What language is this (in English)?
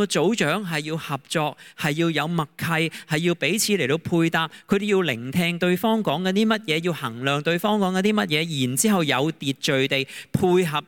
Cantonese